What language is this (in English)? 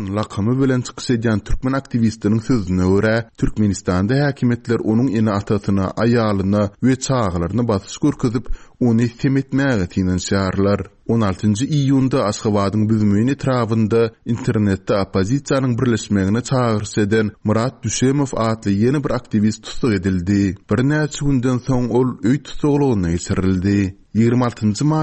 Turkmen